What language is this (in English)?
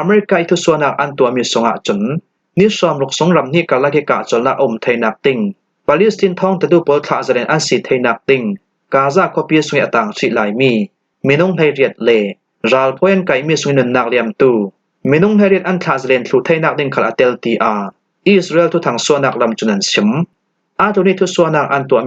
Falam Chin